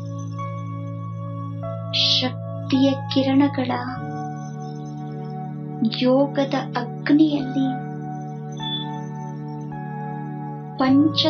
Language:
Kannada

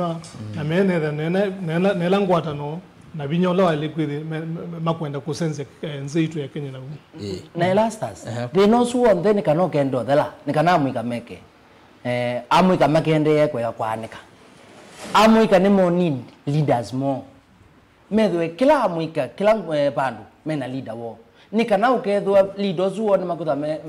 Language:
Kamba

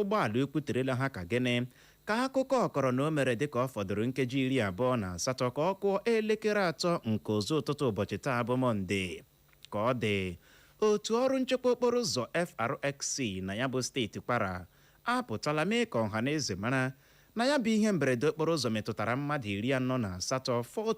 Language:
Igbo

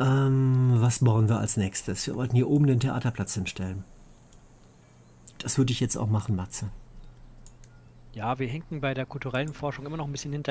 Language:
German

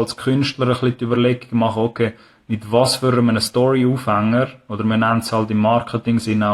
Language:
Swiss German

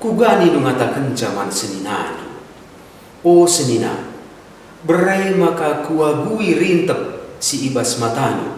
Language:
Batak Karo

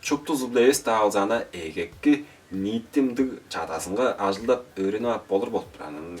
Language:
Tuvinian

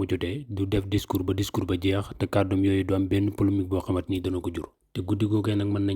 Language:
Wolof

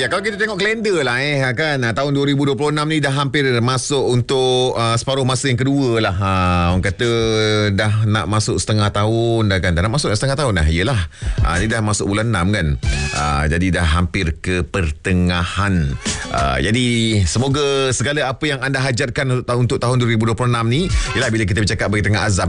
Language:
Malay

